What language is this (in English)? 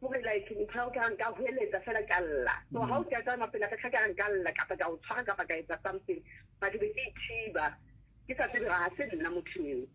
Southern Sotho